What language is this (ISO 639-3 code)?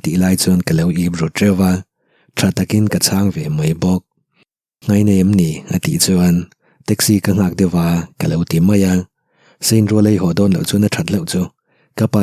lus